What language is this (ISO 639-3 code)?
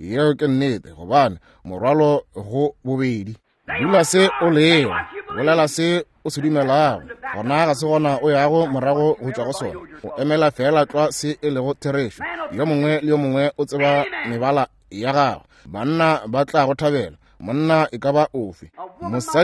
nso